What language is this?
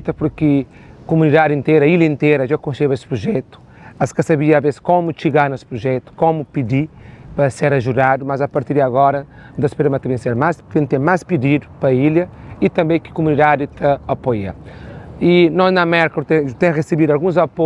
Kabuverdianu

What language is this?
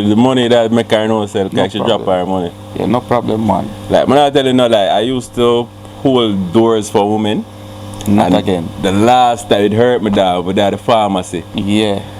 Jamaican Creole English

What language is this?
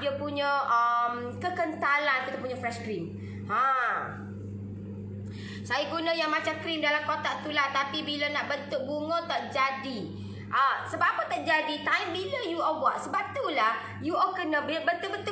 Malay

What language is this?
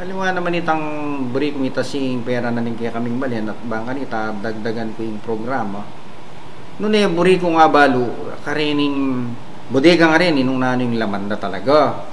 Pampanga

